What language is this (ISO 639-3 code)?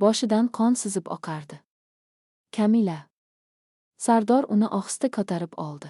uzb